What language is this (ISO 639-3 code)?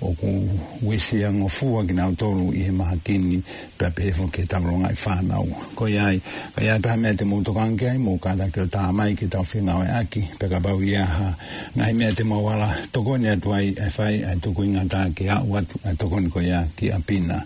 ton